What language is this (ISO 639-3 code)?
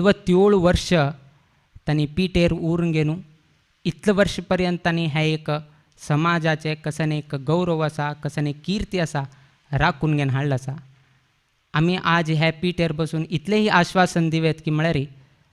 kok